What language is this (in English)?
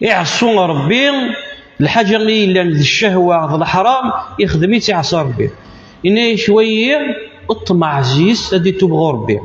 Kabyle